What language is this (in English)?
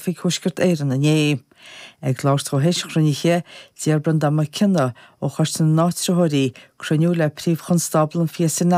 Irish